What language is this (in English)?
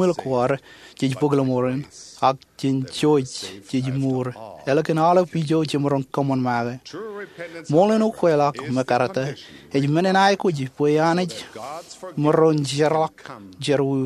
Marshallese